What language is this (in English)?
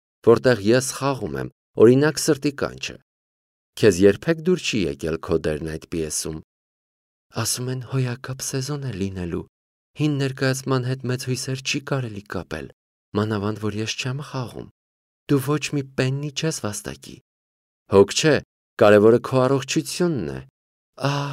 Armenian